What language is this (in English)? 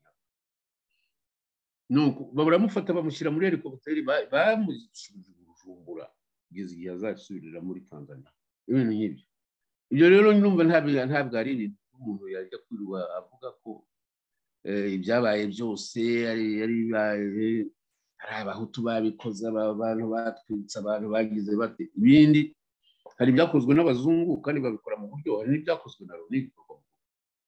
Kinyarwanda